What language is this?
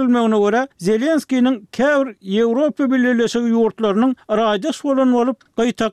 Turkmen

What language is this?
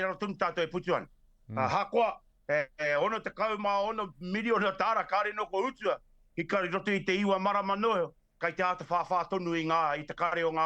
Māori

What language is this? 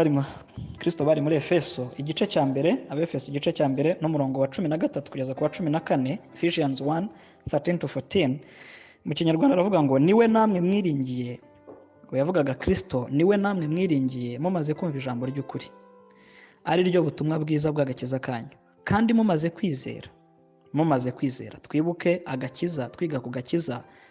Kinyarwanda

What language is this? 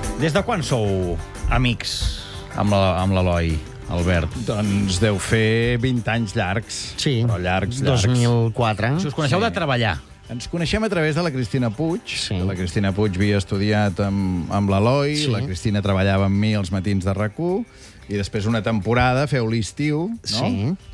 Catalan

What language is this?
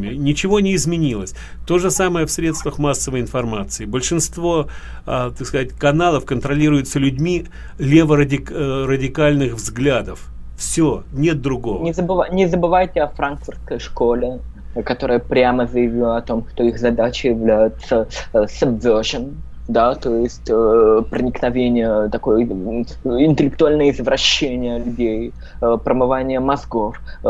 Russian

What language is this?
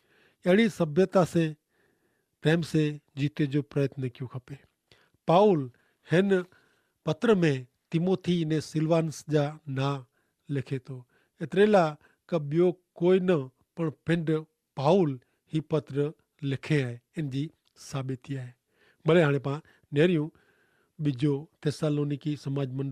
Kachhi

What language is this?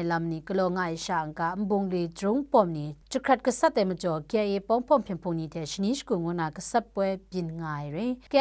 Kachin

